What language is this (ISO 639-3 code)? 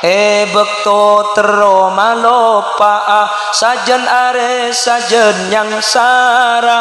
mad